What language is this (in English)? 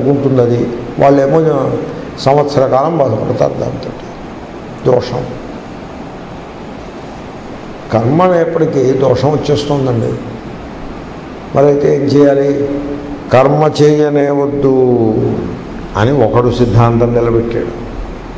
Telugu